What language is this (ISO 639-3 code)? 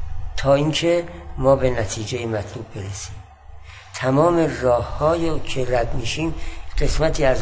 fas